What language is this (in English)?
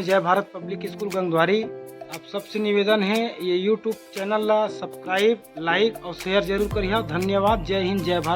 Chhattisgarhi